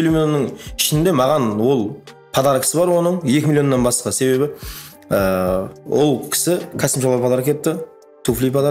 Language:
Kara-Kalpak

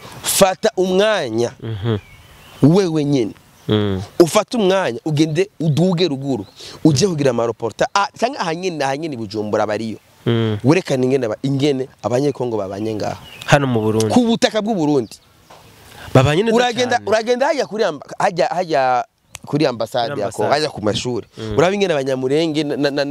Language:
Rundi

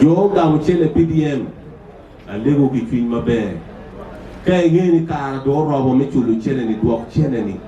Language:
Acoli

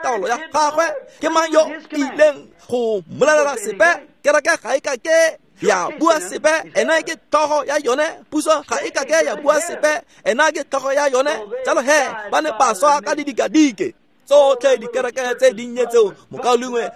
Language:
Tswana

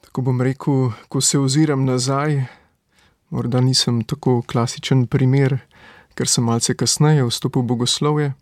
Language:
Slovenian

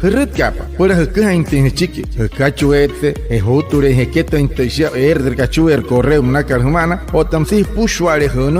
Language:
Wayuu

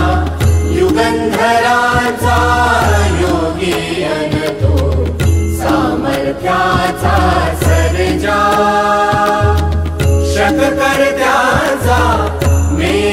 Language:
Marathi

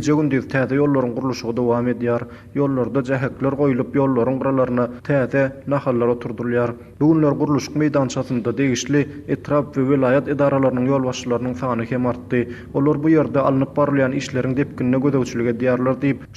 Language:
Turkmen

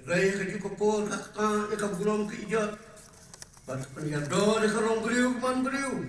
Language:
Khasi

